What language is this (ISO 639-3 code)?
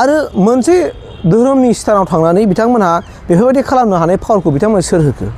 brx